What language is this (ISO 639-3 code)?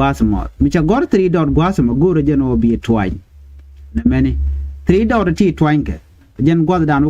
nus